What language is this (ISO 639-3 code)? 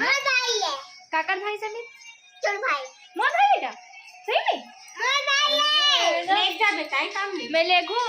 hne